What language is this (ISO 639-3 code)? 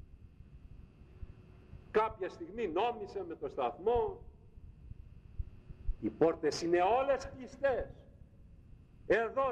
ell